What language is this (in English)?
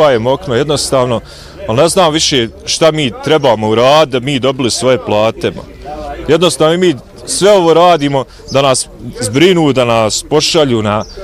Bosnian